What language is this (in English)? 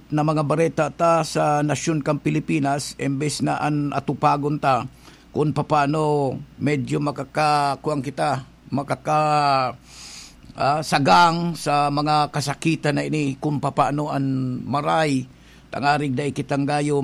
Bikol